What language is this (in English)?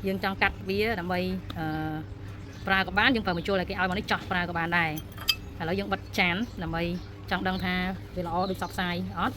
Khmer